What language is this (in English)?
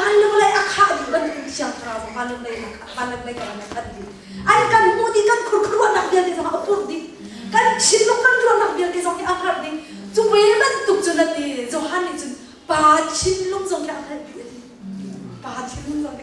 Hakha Chin